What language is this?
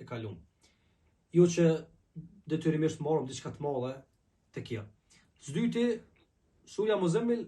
Albanian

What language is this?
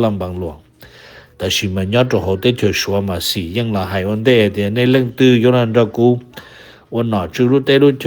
Hmong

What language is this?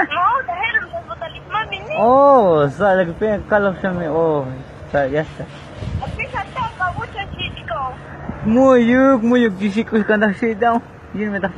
Tzotzil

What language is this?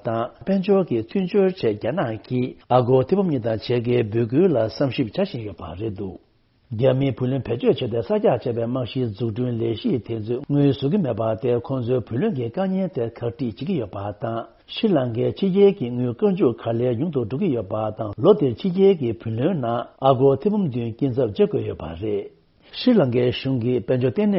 Tibetan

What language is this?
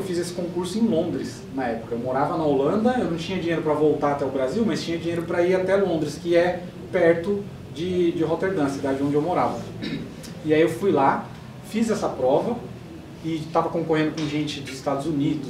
Portuguese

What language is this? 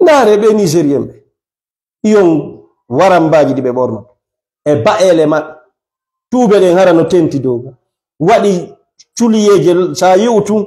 Fula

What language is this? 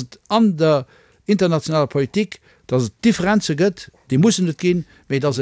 Luxembourgish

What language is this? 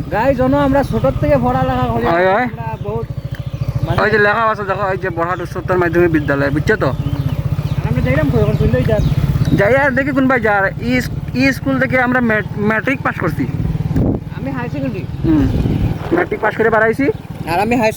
Sylheti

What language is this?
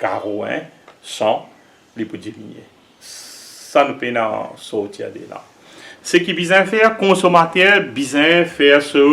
Morisyen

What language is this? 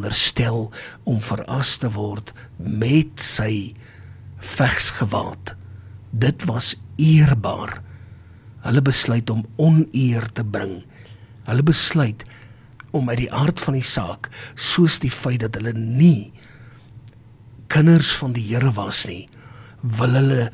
Afrikaans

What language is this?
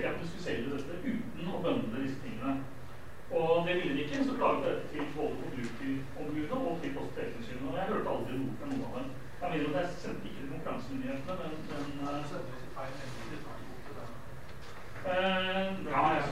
Norwegian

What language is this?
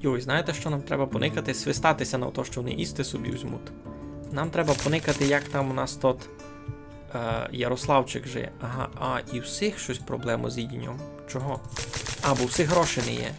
Rusyn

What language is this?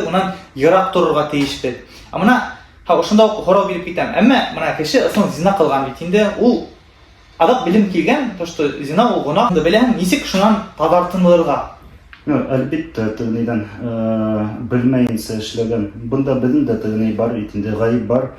Bashkir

